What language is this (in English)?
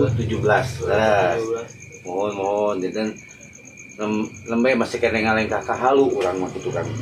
Sundanese